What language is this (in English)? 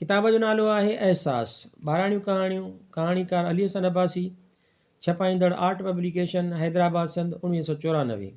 Sindhi